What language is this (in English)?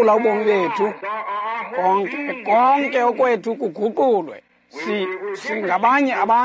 Xhosa